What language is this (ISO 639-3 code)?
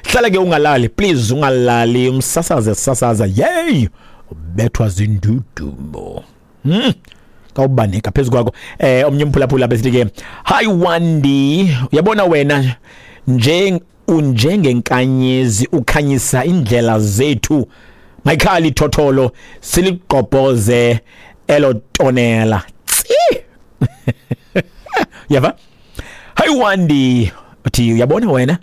xho